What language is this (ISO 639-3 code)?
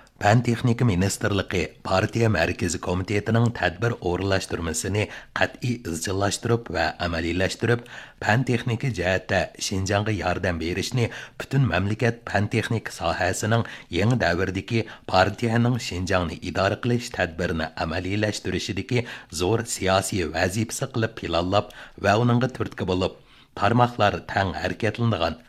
uig